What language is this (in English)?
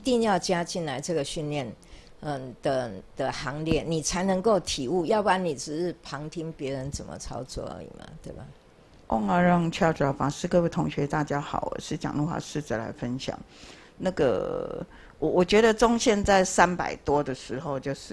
Chinese